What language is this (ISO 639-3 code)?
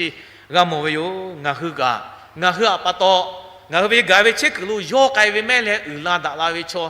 lhu